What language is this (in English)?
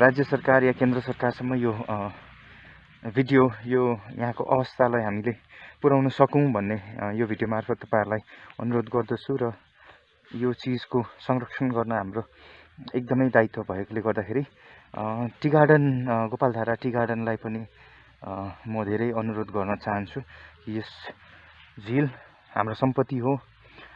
Nepali